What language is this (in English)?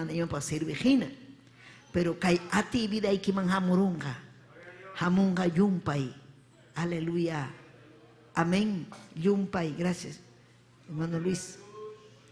Ayacucho Quechua